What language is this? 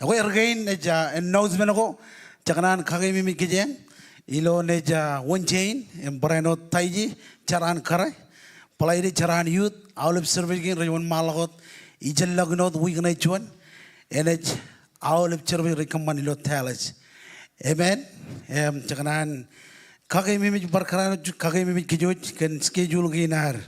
Marshallese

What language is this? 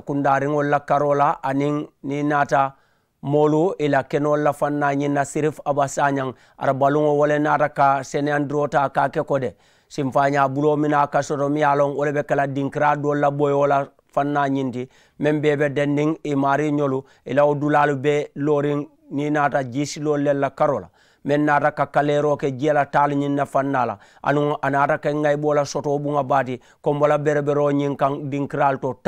Mandingo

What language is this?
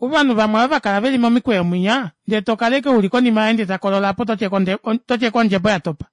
Kuanyama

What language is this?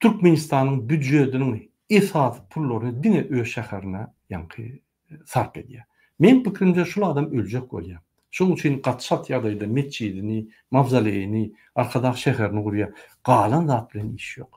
Turkmen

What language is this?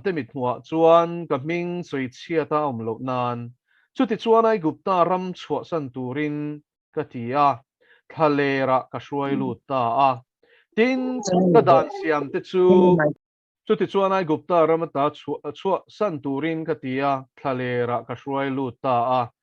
Mizo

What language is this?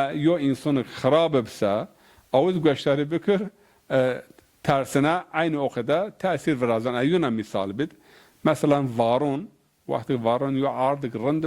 Zaza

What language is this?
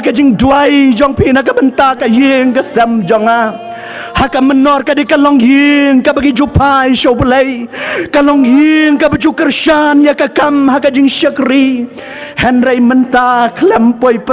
Khasi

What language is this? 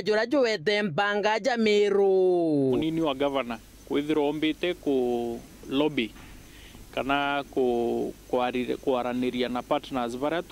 Meru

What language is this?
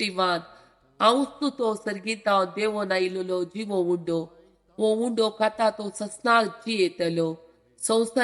Konkani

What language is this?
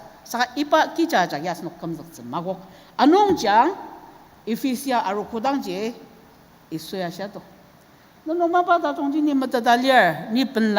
Ao Naga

